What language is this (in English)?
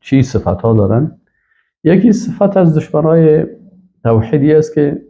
Persian